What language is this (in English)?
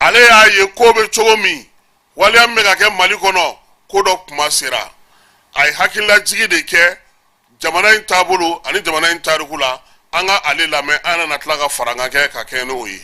Bambara